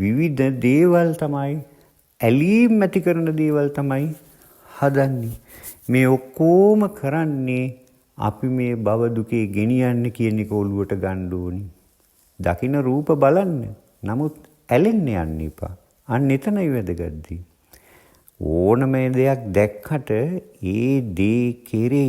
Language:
Sinhala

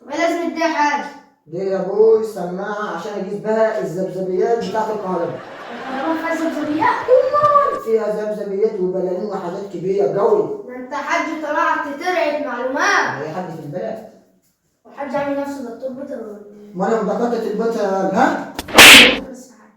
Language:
Egyptian Arabic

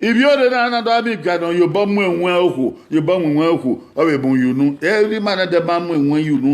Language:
Bini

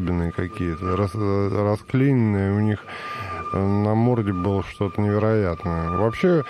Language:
Russian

